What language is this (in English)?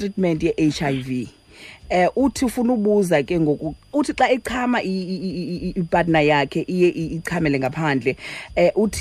Xhosa